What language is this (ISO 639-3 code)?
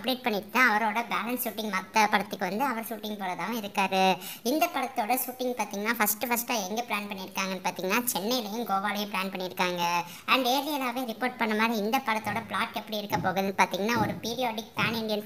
tam